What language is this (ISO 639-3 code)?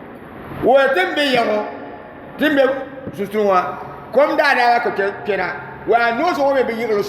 dag